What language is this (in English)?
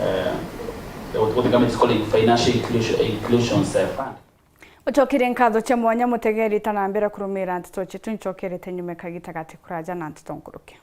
Meru